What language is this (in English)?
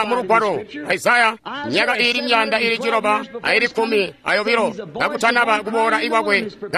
Tonga (Zambia)